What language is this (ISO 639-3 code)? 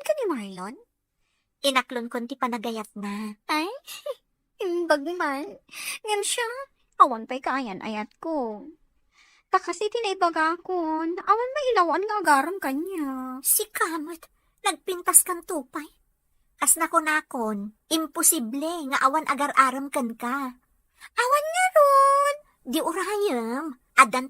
ilo